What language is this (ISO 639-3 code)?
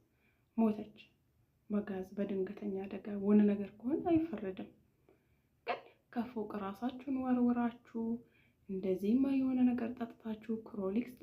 amh